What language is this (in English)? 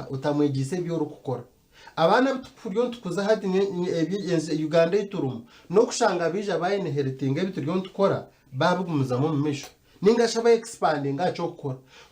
Nyankole